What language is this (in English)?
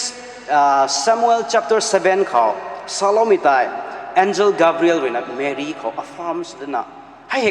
Rongmei Naga